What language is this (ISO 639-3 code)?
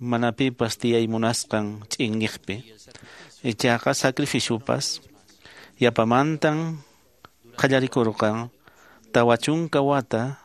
que